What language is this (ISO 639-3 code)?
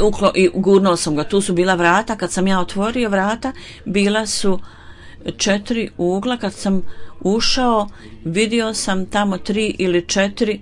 bos